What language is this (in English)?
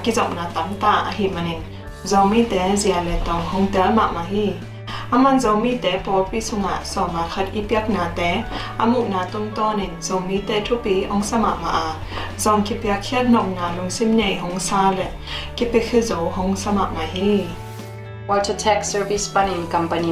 Tedim Chin